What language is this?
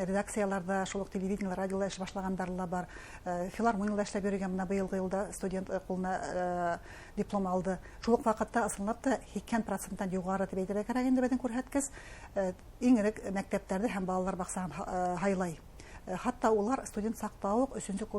Bashkir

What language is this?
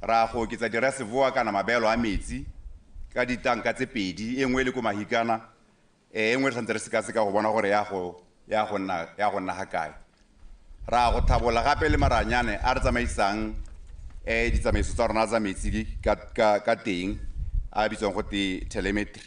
Tswana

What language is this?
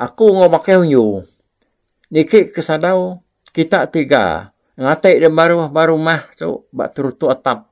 Iban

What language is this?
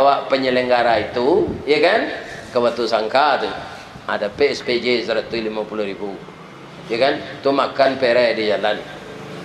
Minangkabau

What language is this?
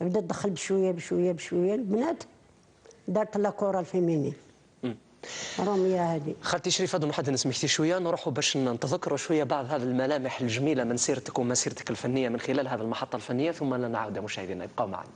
Algerian Arabic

